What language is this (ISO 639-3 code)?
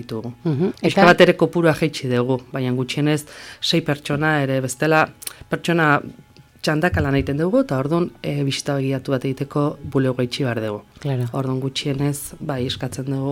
eus